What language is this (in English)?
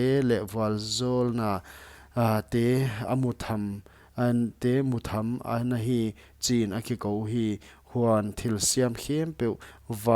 Paite Chin